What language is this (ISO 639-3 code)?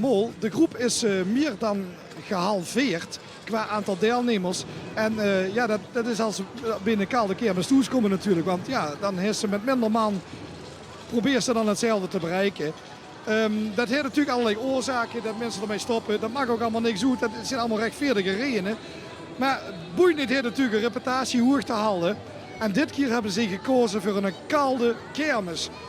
lim